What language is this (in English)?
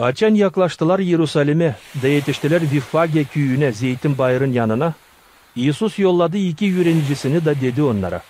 Gagauz